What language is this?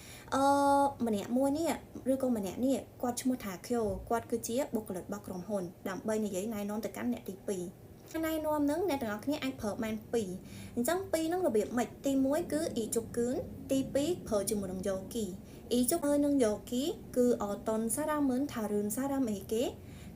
Khmer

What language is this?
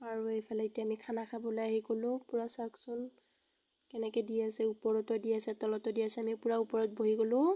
Assamese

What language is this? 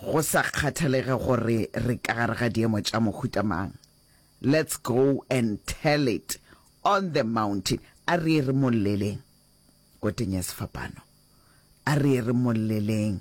Northern Sotho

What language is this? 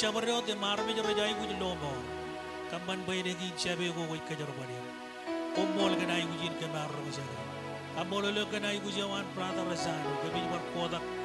Marshallese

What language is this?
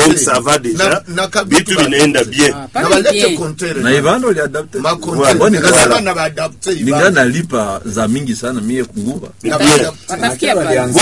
Swahili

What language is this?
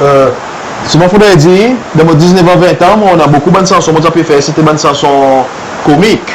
Seselwa Creole French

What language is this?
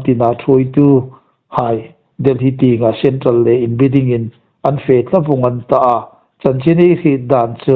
Hmar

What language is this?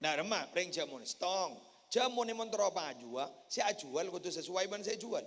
Madurese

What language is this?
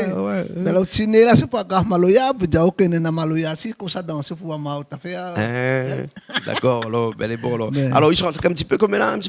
Réunion Creole French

